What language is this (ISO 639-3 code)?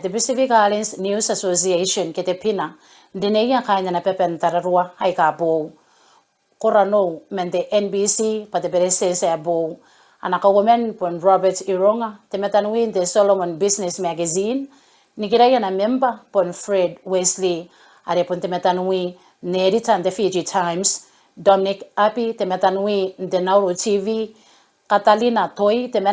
gil